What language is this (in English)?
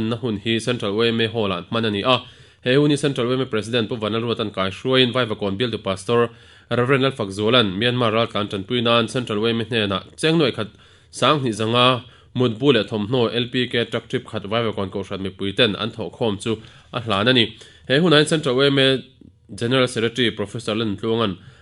Mizo